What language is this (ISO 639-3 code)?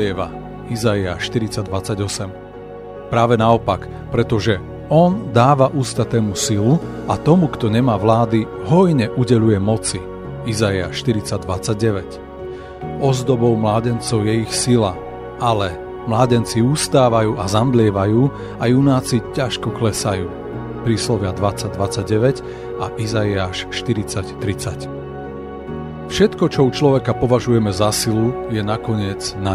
slk